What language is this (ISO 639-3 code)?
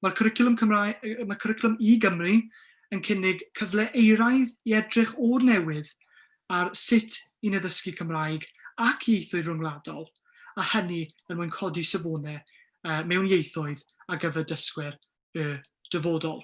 cym